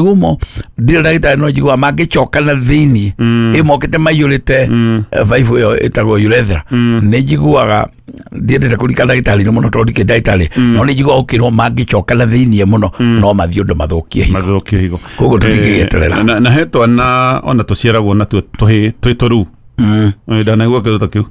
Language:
Kikuyu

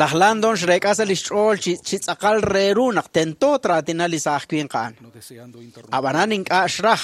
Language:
Kekchí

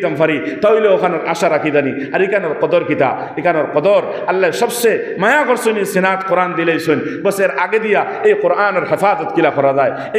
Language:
Sylheti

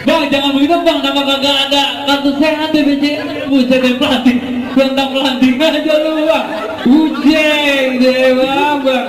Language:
Betawi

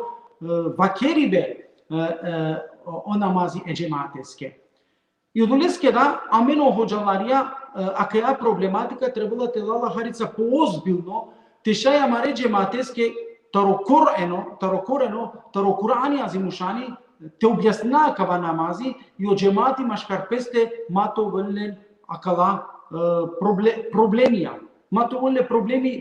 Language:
Balkan Romani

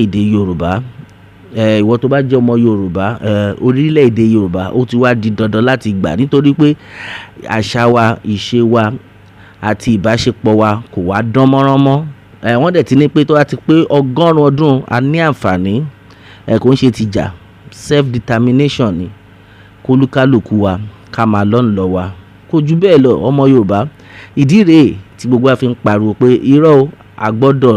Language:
Yoruba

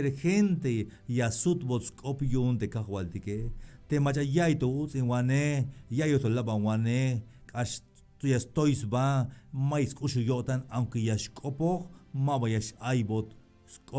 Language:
Tzeltal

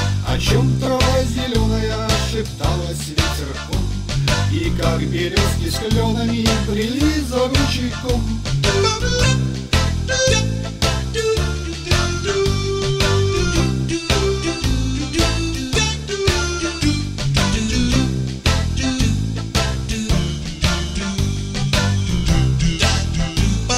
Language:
Russian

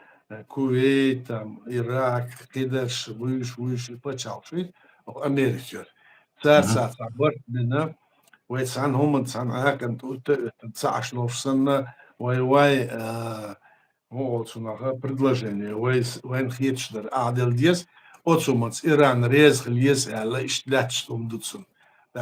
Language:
Chechen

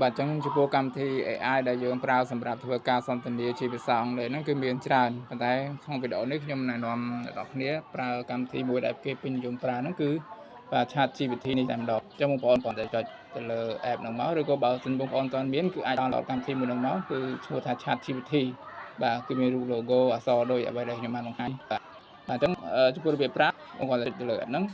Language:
Khmer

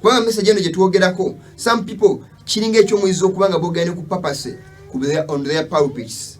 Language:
Ganda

